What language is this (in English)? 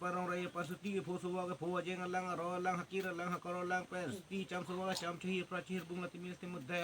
Karbi